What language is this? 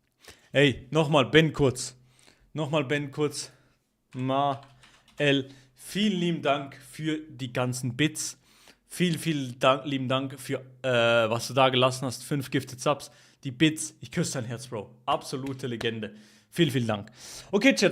Swiss German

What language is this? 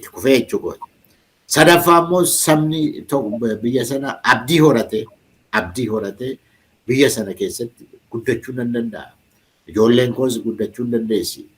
Oromo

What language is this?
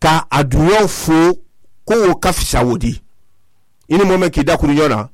Mandingo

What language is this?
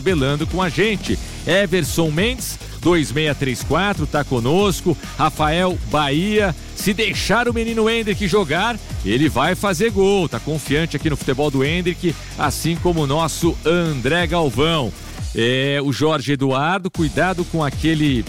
Portuguese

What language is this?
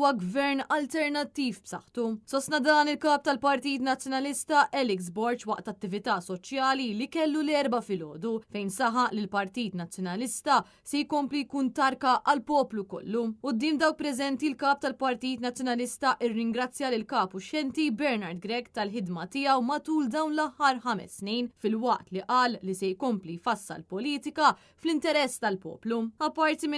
Maltese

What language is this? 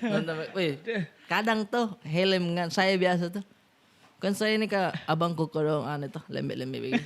Makassar Malay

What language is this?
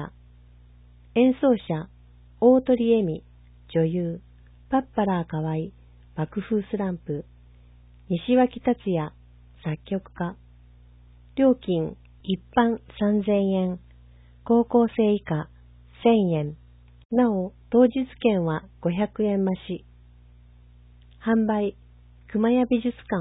Japanese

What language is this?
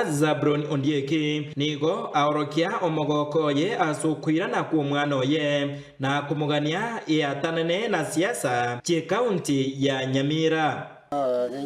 Gusii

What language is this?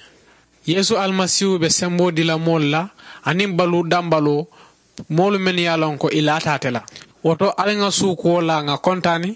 Mandingo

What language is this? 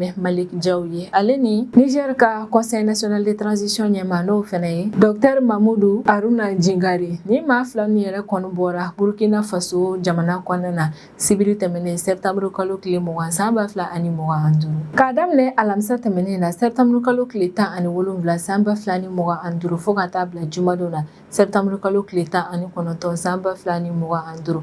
Bambara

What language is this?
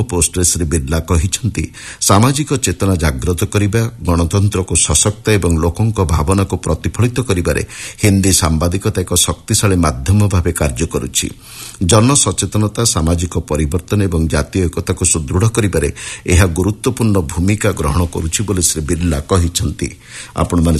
Odia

